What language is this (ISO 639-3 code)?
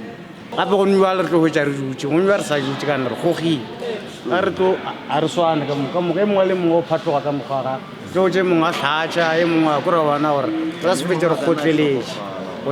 nso